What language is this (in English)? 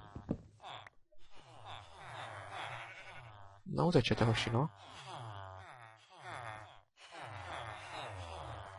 Czech